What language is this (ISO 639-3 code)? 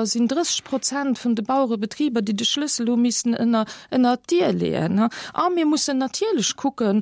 ltz